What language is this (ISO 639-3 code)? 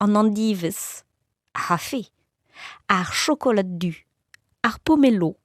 bre